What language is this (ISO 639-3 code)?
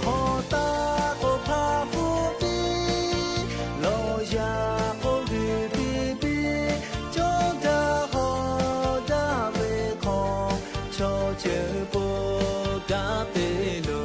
lhu